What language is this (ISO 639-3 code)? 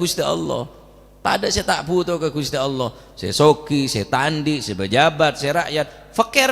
mad